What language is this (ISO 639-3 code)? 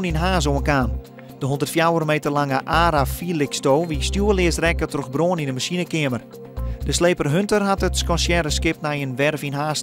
fry